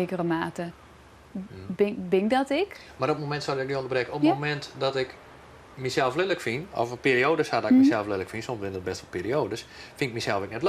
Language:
Western Frisian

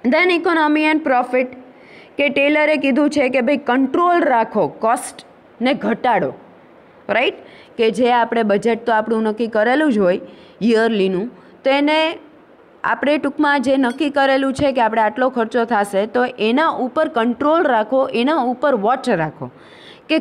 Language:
Gujarati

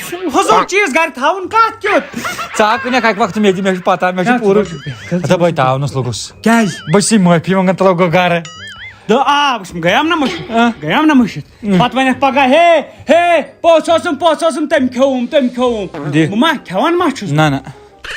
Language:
Kashmiri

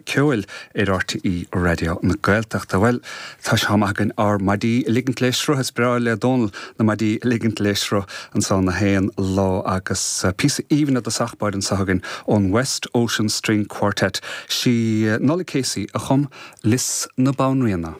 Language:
Irish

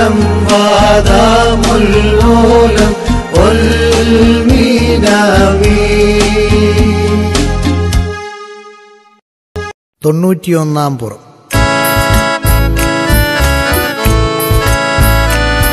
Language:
Malayalam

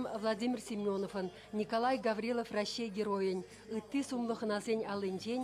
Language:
Chuvash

